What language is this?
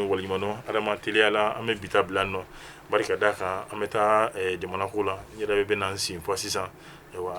Bambara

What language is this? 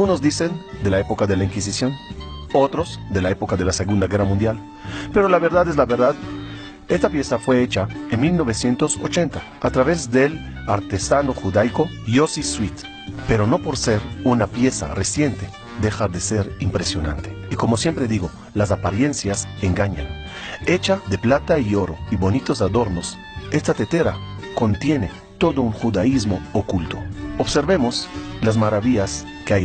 Ladino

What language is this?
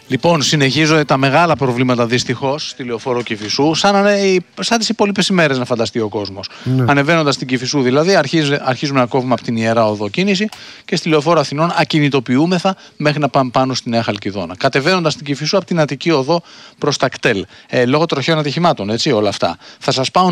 Greek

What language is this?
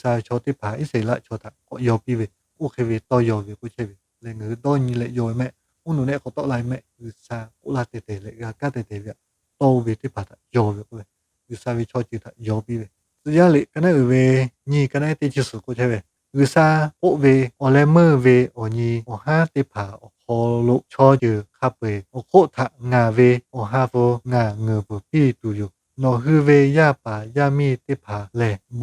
Lahu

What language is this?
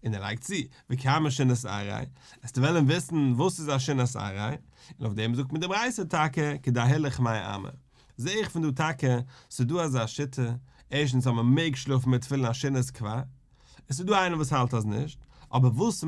Yiddish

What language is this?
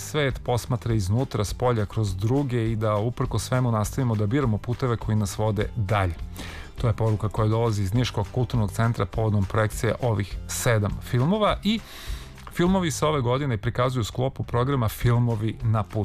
Serbian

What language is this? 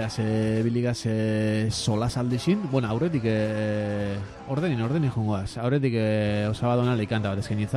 Basque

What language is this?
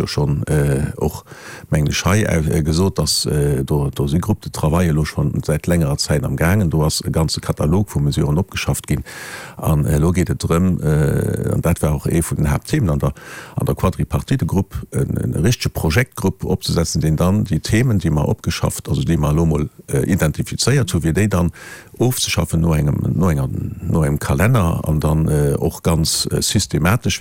Luxembourgish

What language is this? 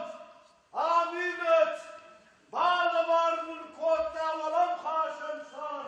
Ossetic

